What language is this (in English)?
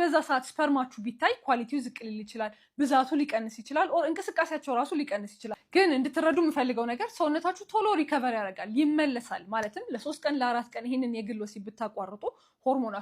Amharic